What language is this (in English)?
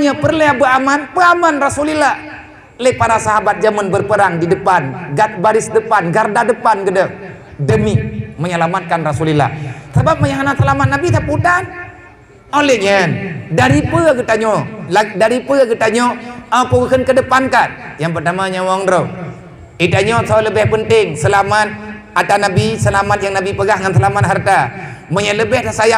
Achinese